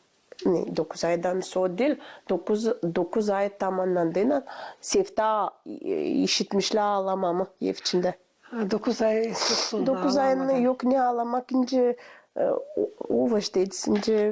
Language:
Gagauz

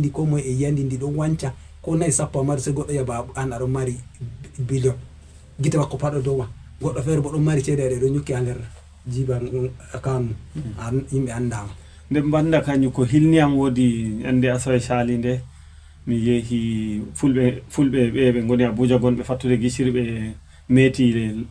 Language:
Fula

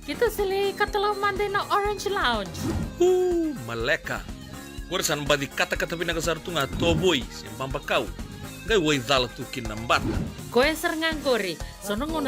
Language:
Fijian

